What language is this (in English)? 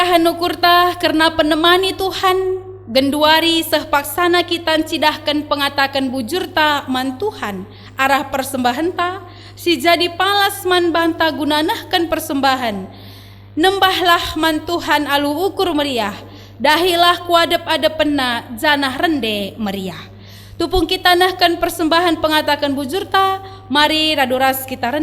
Batak Karo